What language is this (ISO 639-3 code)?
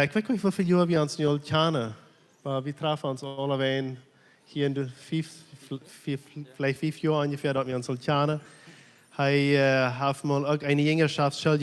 pdt